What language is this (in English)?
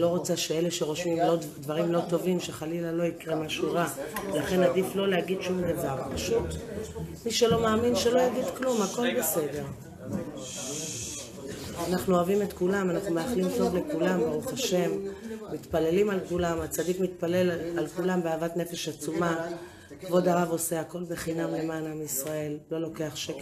Hebrew